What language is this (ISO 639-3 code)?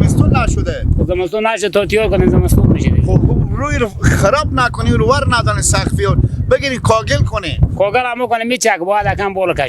fas